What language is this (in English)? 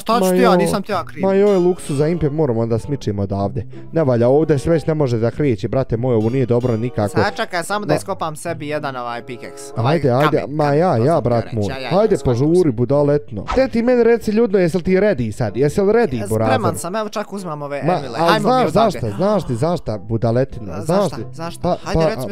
Bosnian